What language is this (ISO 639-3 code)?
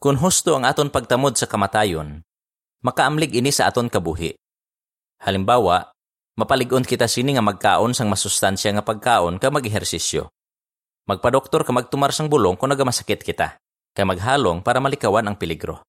hil